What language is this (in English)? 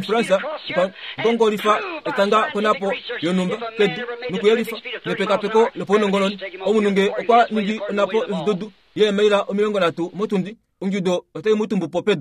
Kuanyama